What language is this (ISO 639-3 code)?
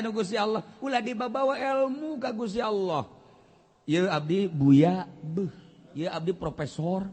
sun